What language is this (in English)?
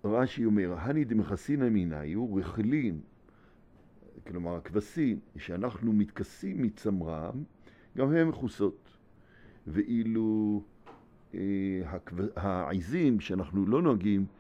Hebrew